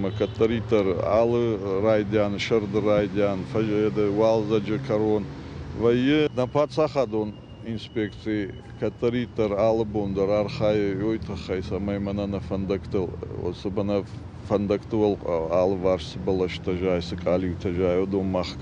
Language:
Ossetic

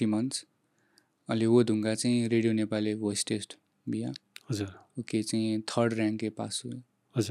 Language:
Newari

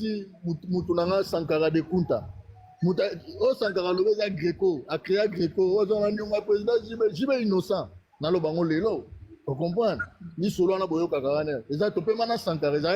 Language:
Lingala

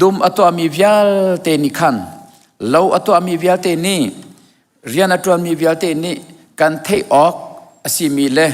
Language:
Hakha Chin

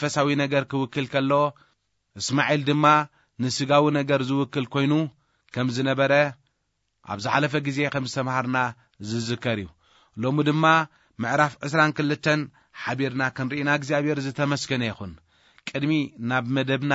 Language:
Tigrinya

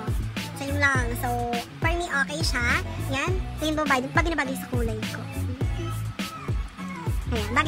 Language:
Filipino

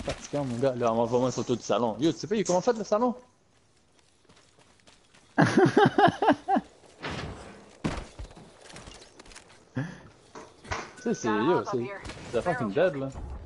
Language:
French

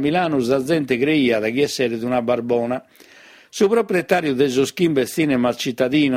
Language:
Sardinian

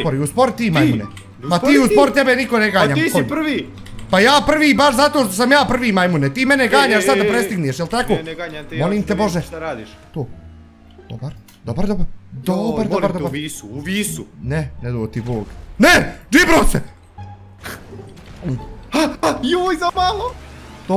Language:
Bosnian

